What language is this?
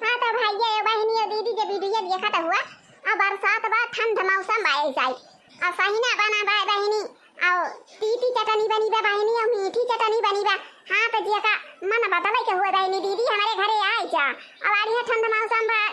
Awadhi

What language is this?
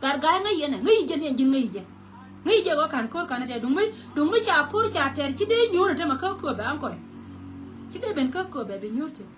Nuer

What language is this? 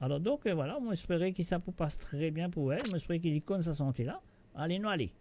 Morisyen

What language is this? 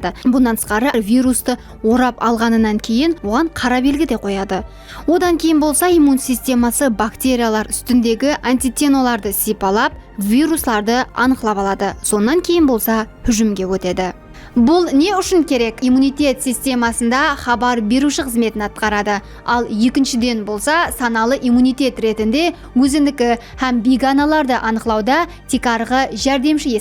Kara-Kalpak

